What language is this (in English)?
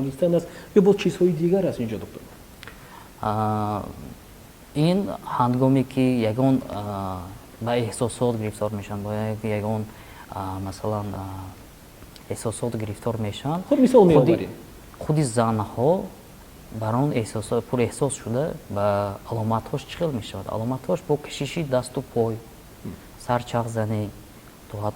Tajik